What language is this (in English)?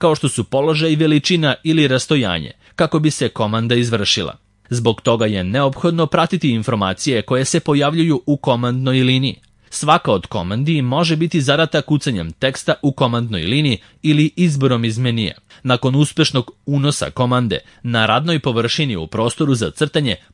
Serbian